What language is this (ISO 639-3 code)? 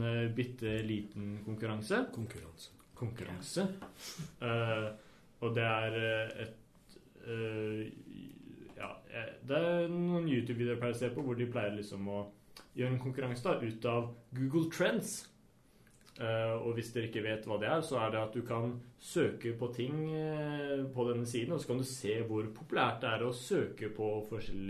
nor